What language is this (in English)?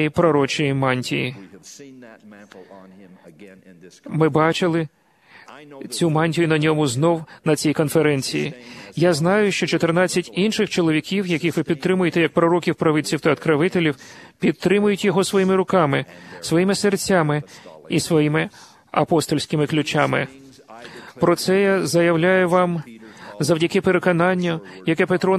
Ukrainian